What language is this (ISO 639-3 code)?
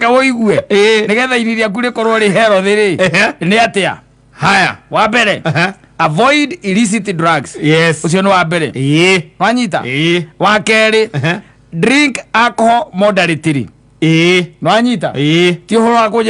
kik